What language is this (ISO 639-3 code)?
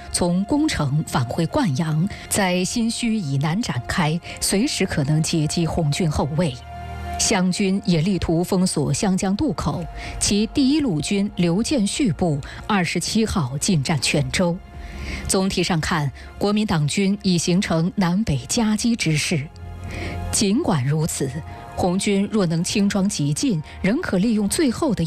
zho